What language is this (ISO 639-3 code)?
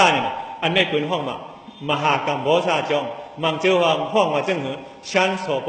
shn